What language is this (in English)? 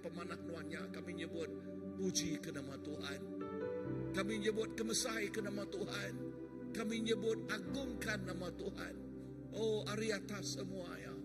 Iban